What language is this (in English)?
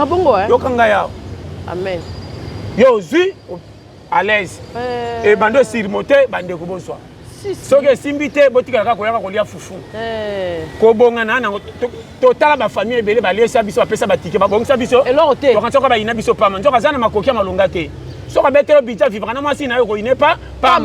Lingala